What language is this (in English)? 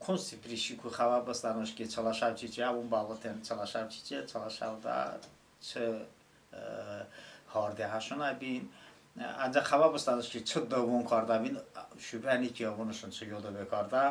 Talysh